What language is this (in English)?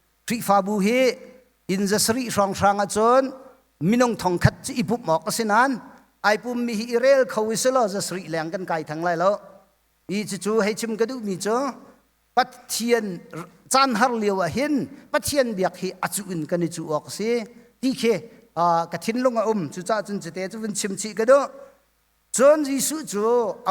Hakha Chin